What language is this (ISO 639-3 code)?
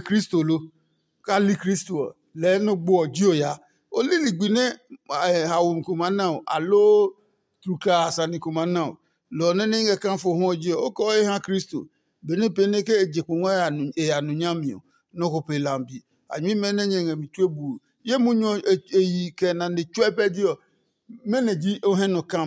ada